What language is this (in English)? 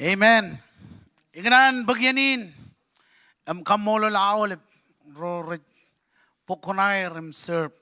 Marshallese